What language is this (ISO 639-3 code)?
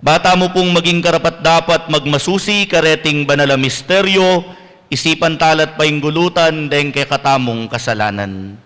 pam